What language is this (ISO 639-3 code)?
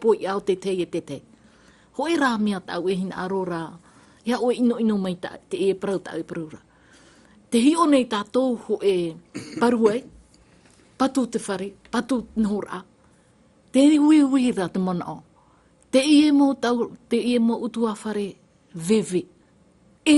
tah